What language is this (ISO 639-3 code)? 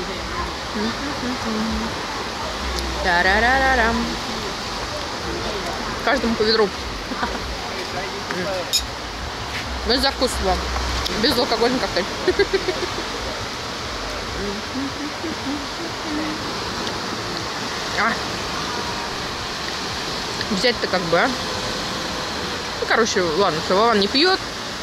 rus